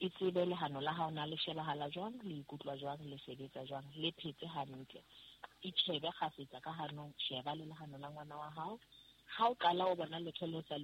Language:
Southern Sotho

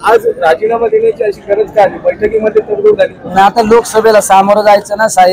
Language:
Marathi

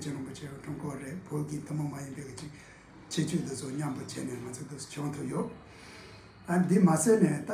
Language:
Tibetan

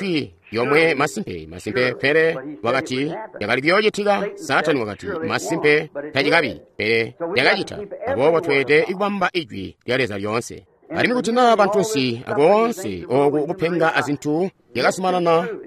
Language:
Tonga (Zambia)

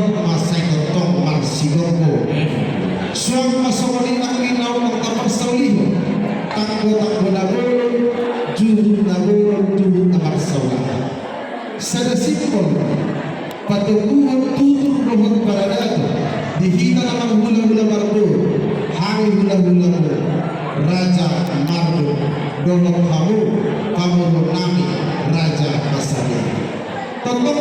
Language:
Batak Toba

